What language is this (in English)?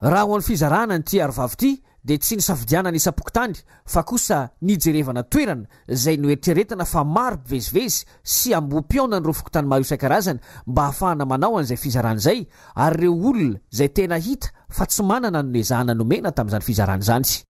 Malagasy